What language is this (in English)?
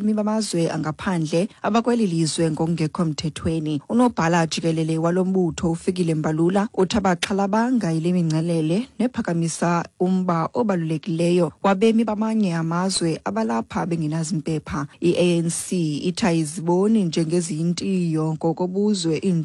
Xhosa